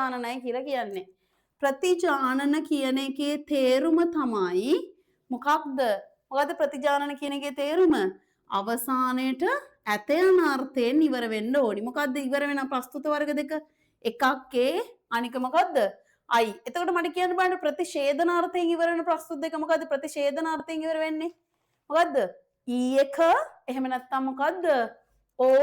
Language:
Sinhala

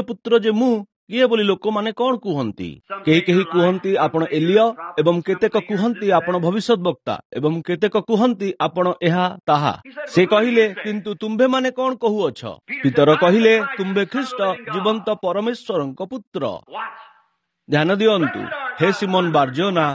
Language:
Odia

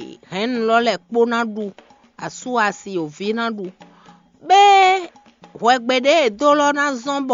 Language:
Fon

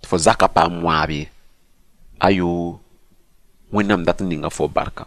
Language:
Mossi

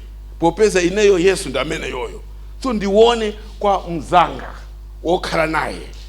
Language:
Nyanja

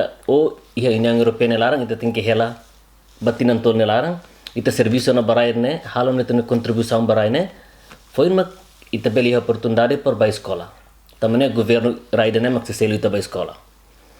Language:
Tetum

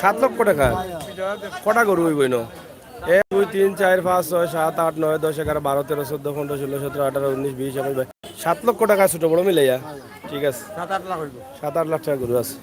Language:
Sylheti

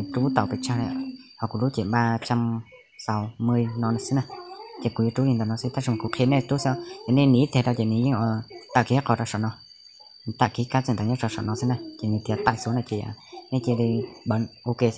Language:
Hmong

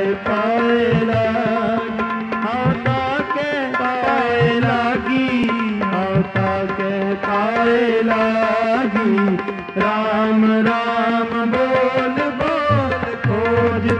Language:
Punjabi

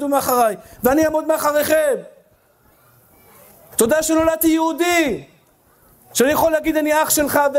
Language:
Hebrew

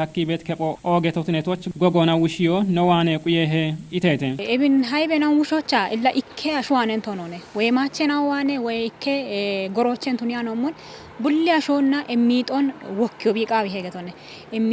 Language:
Kafa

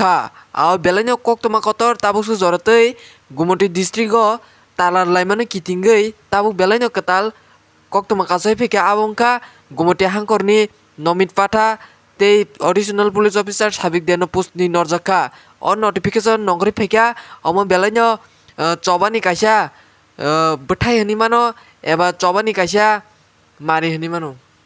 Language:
Kok Borok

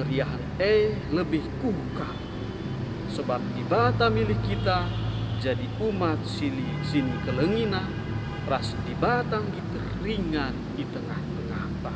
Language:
Batak Karo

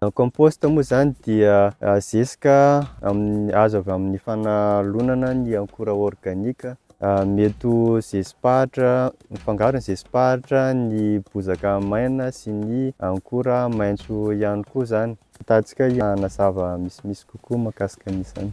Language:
Malagasy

